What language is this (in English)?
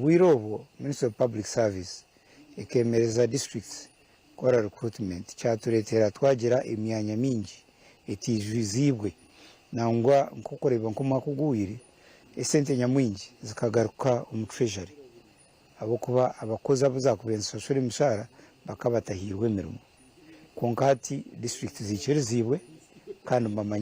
Nyankole